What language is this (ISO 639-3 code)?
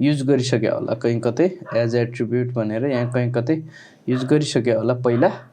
nep